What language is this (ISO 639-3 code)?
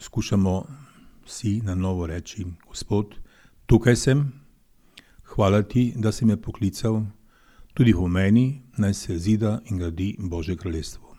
slv